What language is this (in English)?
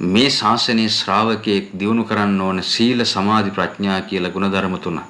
Sinhala